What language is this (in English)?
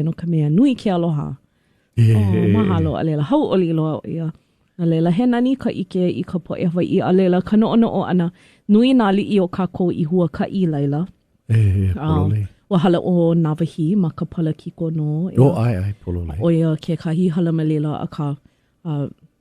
Hawaiian